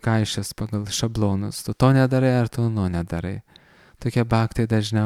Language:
Lithuanian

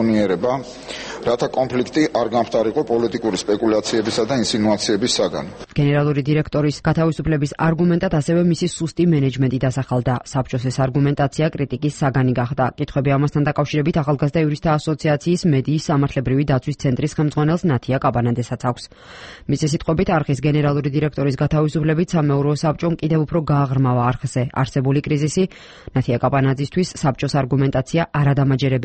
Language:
Georgian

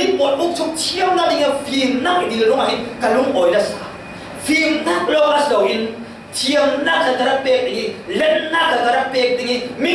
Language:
Falam Chin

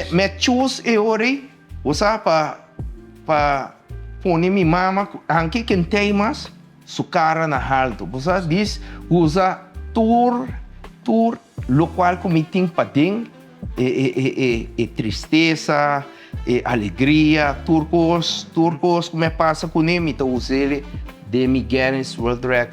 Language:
Papiamento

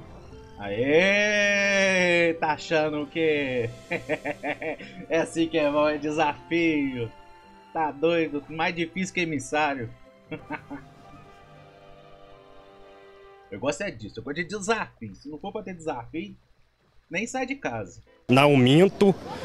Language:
Portuguese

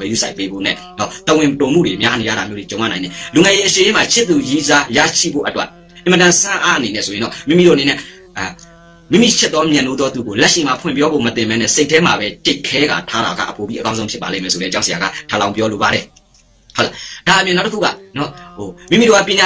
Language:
Burmese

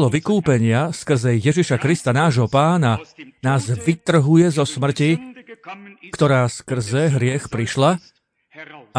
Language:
Slovak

